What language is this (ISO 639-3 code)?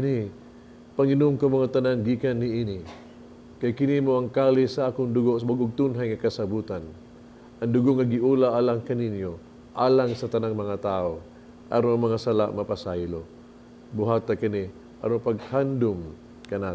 ceb